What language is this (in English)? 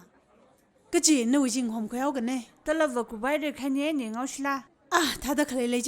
Tangkhul Naga (India)